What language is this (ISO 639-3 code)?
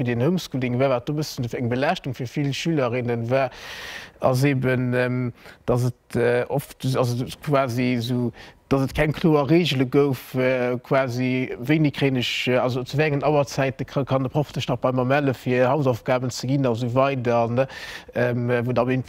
ltz